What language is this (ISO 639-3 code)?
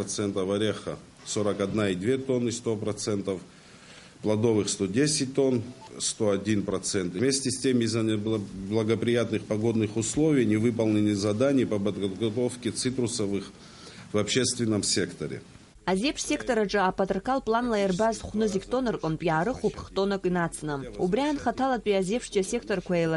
abk